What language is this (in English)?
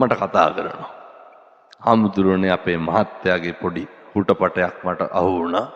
Sinhala